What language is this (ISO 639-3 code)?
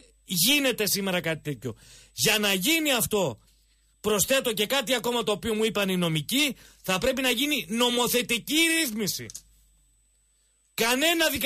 ell